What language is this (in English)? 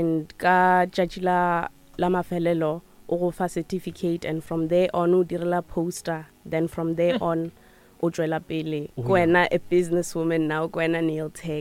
Northern Sotho